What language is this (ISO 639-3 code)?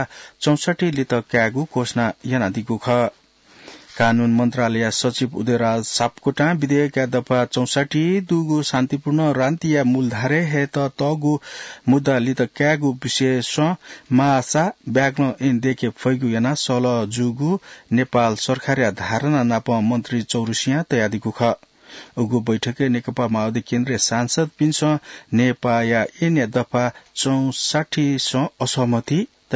new